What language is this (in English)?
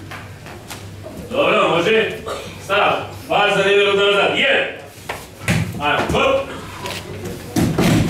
Serbian